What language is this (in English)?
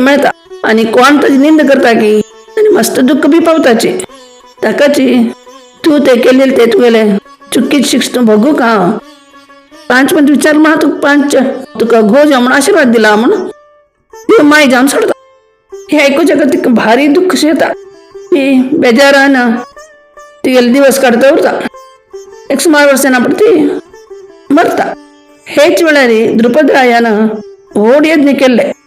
Konkani